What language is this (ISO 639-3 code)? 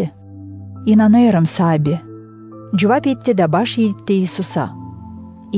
gag